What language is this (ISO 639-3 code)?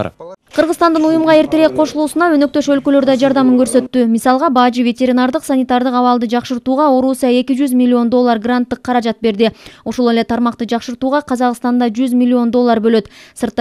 kir